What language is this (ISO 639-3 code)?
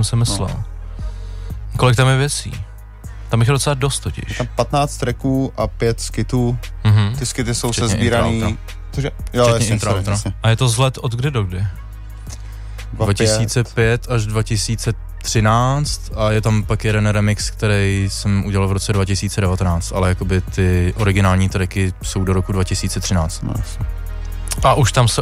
ces